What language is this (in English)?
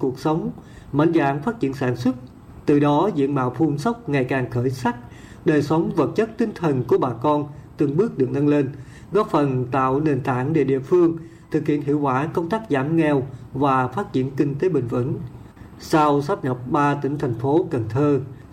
Vietnamese